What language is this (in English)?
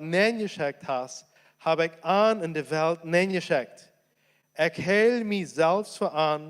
Plautdietsch